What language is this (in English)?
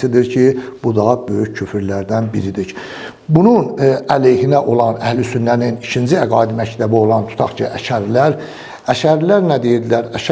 Azerbaijani